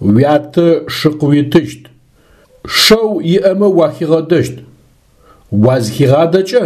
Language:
Adyghe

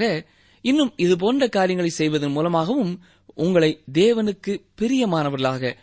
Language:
Tamil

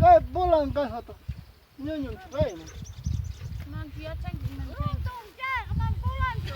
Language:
Ayacucho Quechua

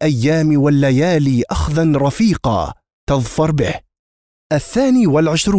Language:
Arabic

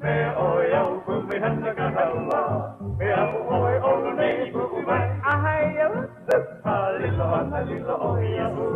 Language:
Hawaiian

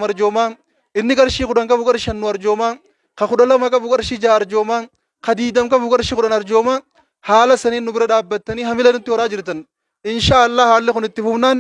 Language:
Oromo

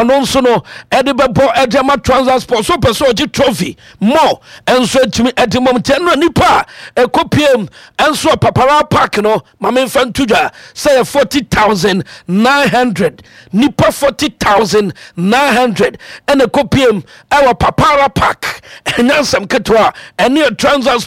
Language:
Akan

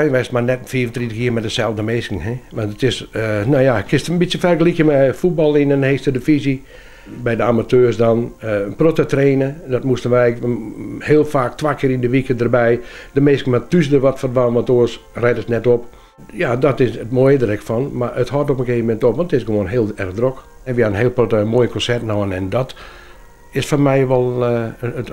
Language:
Western Frisian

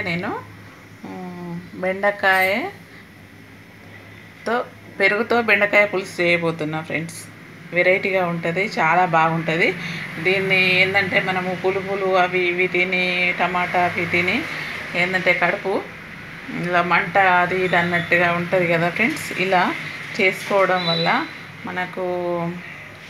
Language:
Telugu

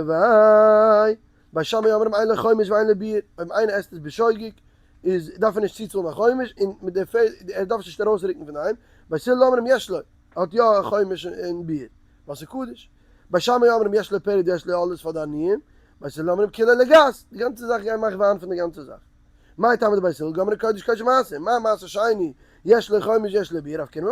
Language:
Yiddish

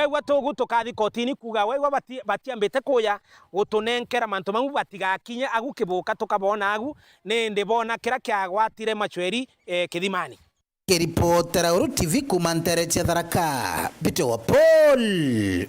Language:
Meru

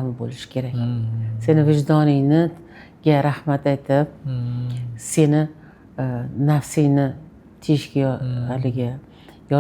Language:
Uzbek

